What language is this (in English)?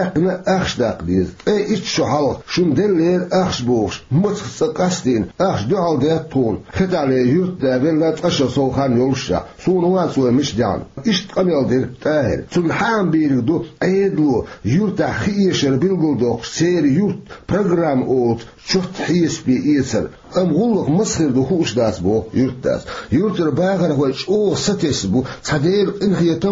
Chechen